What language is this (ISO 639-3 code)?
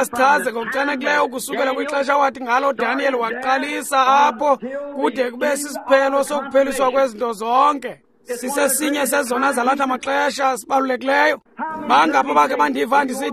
xho